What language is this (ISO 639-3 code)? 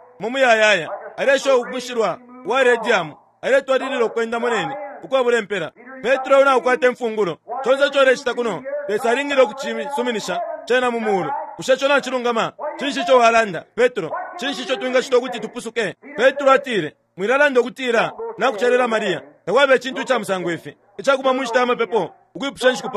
bem